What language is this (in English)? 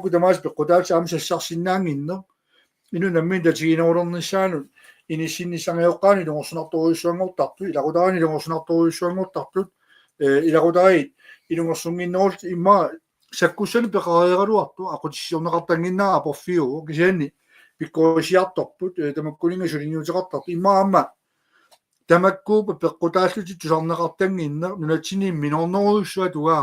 Kalaallisut